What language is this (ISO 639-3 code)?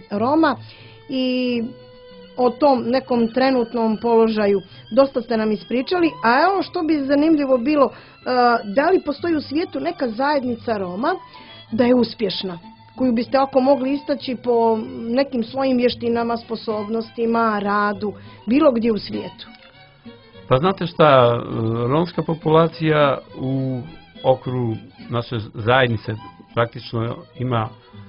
srp